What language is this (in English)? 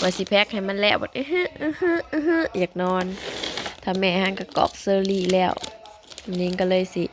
Northeastern Thai